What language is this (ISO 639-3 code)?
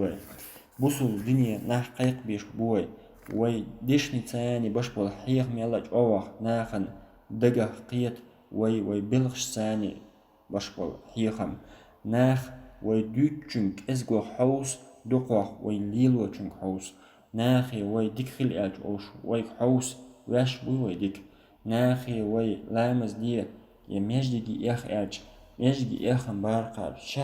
che